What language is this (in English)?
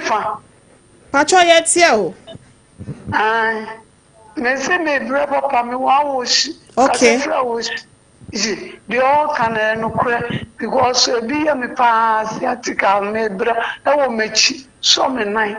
Akan